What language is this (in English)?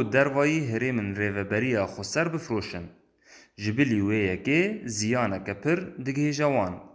Kurdish